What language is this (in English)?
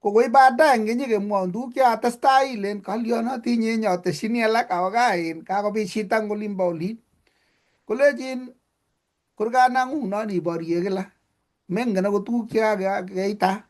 Kalenjin